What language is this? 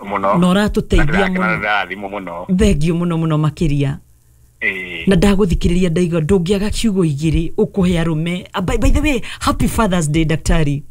Kikuyu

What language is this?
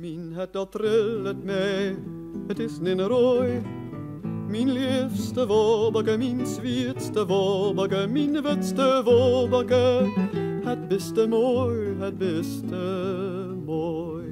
Western Frisian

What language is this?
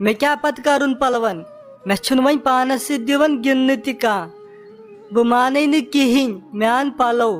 Kashmiri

